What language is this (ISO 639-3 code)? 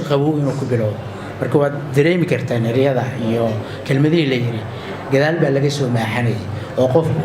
som